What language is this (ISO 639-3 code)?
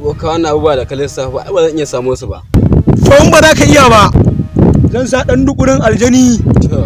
hau